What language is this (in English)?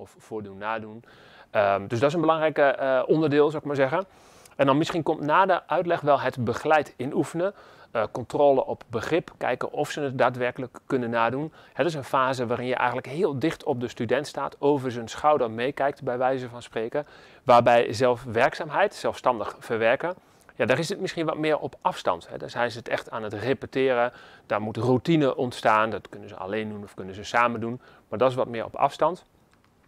Dutch